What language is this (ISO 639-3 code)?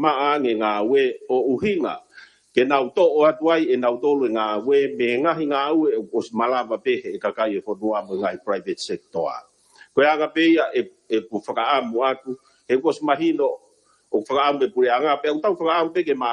ton